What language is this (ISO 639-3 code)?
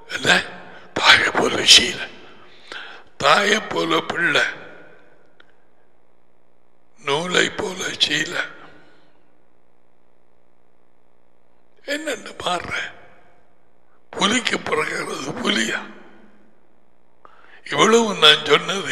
tam